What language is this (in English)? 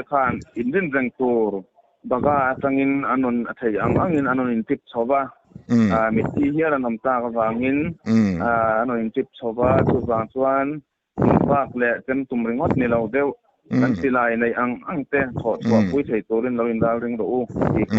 Mizo